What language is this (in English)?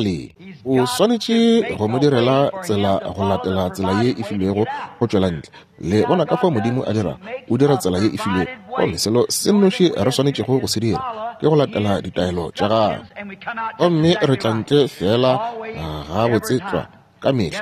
Northern Sotho